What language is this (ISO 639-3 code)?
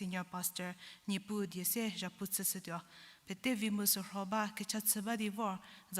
njm